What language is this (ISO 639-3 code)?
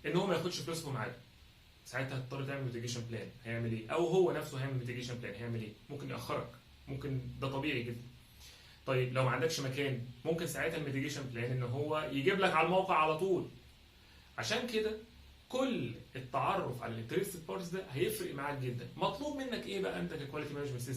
arz